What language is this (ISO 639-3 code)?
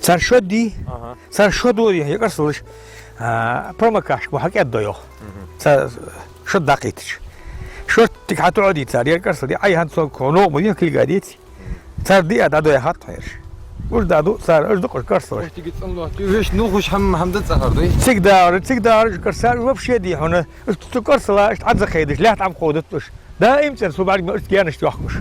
inh